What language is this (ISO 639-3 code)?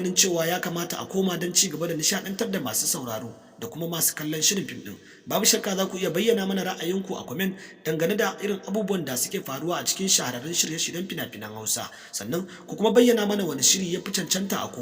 hau